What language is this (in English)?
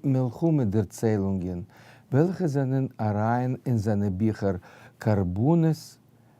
Yiddish